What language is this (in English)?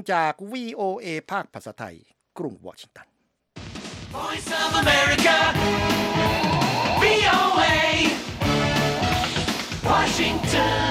Thai